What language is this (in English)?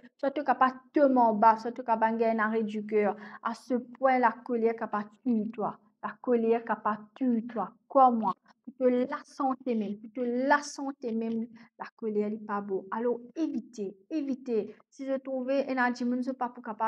Morisyen